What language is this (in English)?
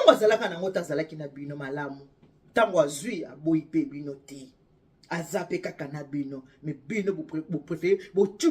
Lingala